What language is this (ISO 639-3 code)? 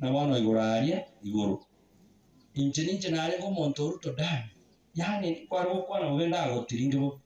guz